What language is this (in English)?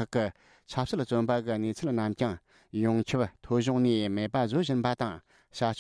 Tibetan